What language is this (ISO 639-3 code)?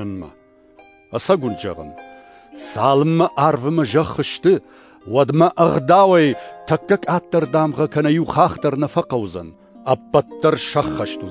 oss